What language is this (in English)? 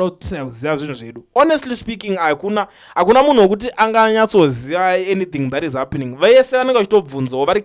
Shona